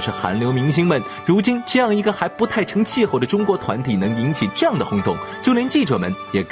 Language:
Chinese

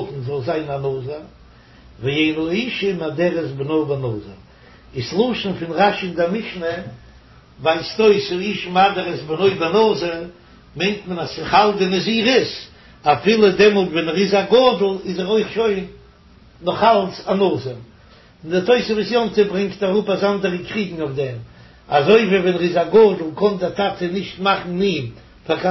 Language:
Yiddish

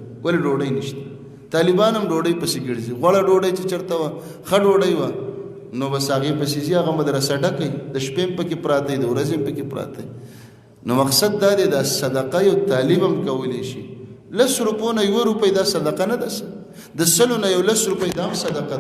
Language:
Pashto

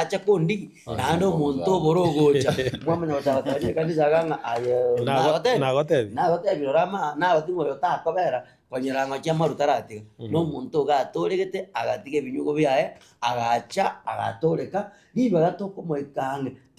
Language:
Gusii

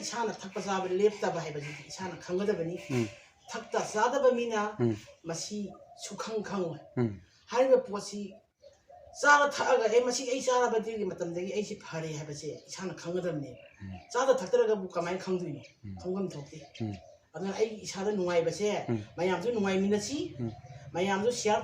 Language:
Manipuri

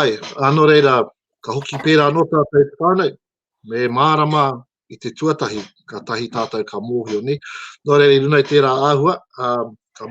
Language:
Māori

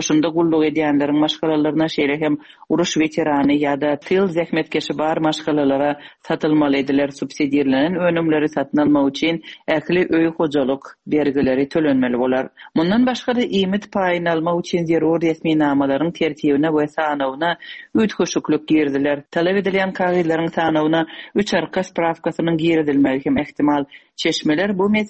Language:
Turkmen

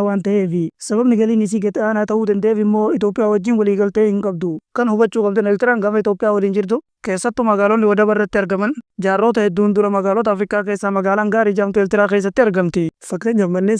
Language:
Oromo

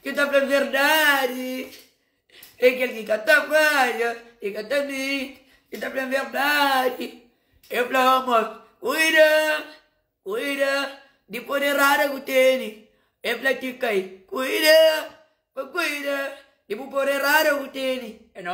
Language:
Kabuverdianu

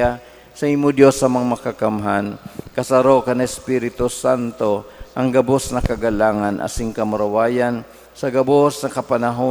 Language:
Bikol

